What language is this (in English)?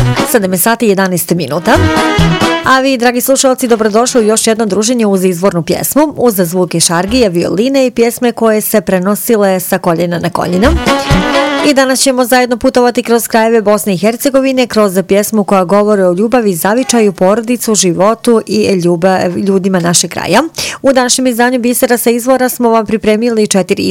Bosnian